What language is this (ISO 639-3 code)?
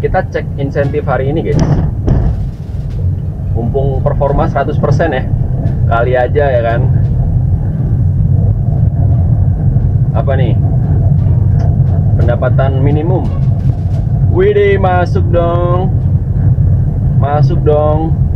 ind